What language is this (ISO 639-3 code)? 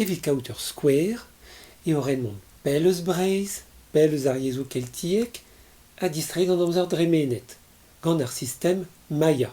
bre